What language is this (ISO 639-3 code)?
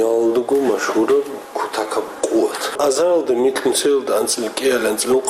ava